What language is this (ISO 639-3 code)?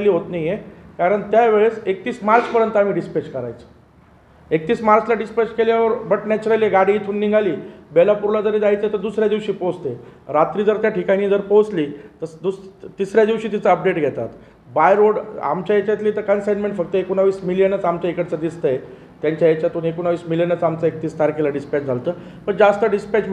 mar